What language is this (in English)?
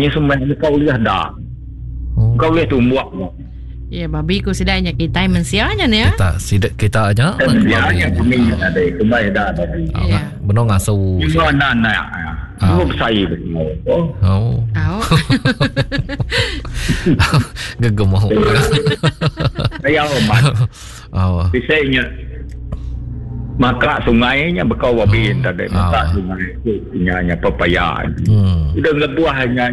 Iban